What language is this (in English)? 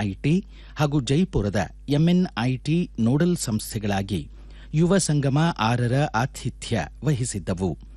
Kannada